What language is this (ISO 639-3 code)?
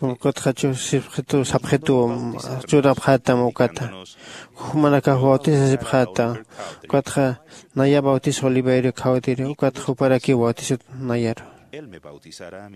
aym